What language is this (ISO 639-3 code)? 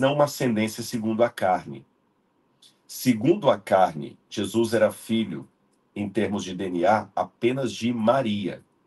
por